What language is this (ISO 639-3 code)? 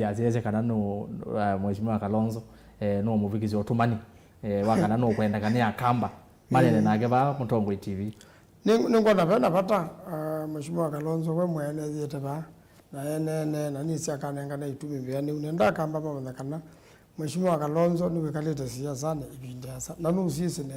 kam